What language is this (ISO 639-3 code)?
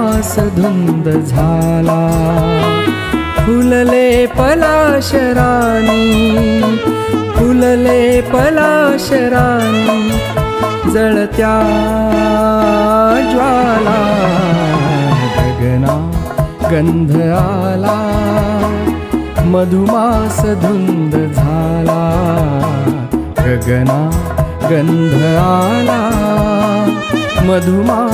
mar